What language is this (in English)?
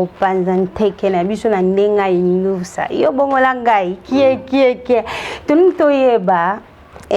Lingala